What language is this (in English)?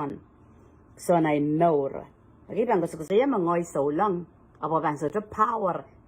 Pohnpeian